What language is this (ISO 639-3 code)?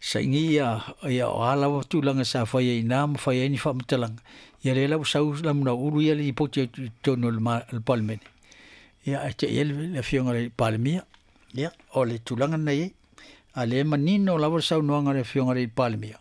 smo